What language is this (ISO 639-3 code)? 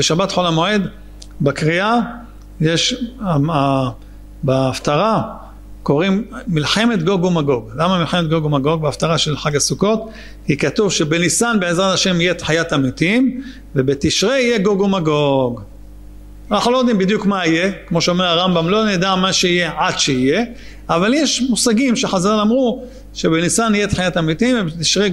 heb